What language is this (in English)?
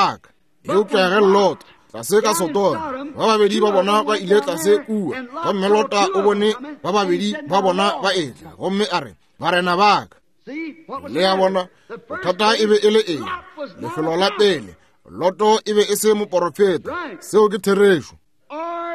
Northern Sotho